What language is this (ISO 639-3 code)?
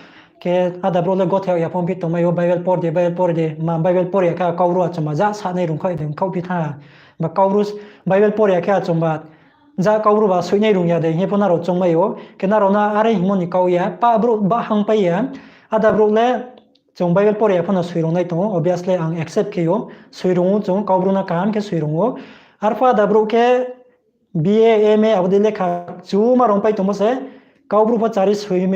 ria